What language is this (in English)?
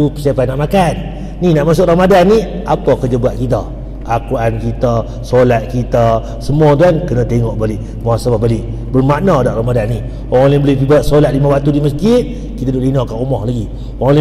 Malay